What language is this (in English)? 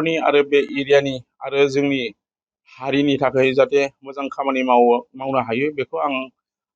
Bodo